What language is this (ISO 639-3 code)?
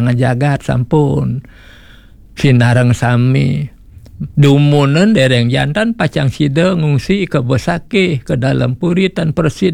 ban